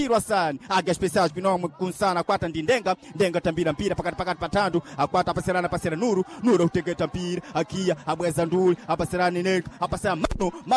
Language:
Sena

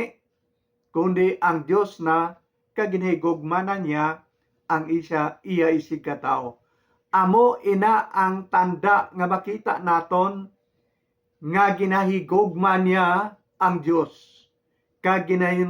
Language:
Hiligaynon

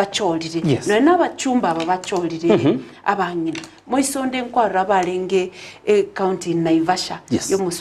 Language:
Gusii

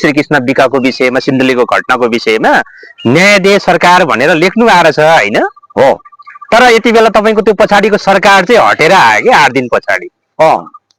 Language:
Nepali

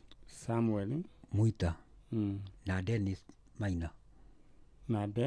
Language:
Kikuyu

